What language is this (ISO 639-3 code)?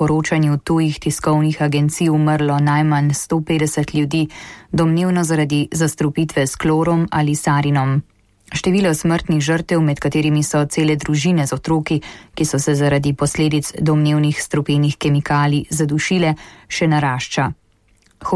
slv